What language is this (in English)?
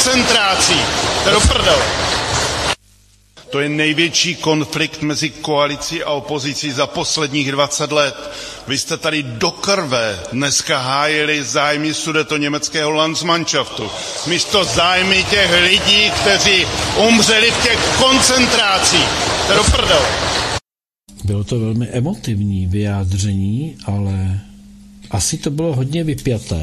Czech